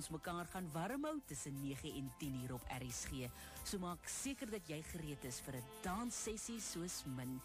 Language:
Afrikaans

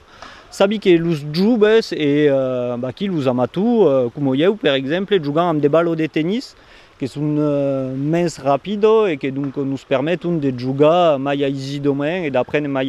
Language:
Occitan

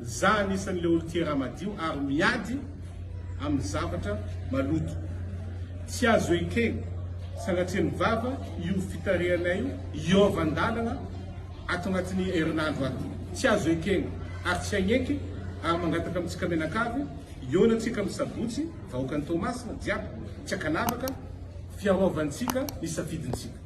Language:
Malagasy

